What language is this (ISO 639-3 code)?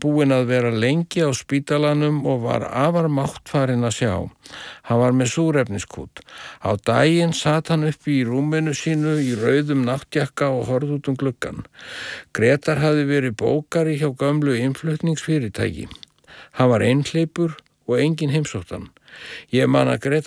isl